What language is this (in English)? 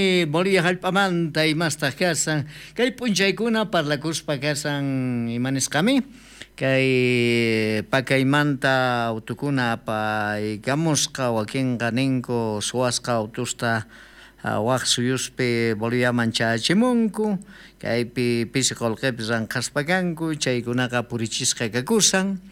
South Bolivian Quechua